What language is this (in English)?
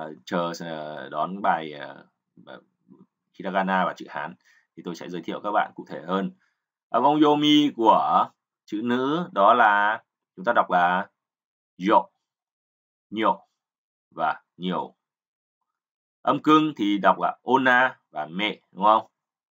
Vietnamese